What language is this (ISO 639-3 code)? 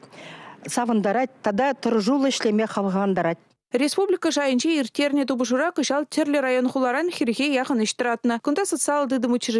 chv